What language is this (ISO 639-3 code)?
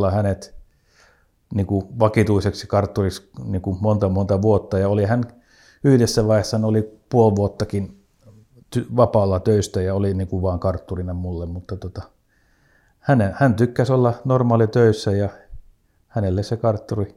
fin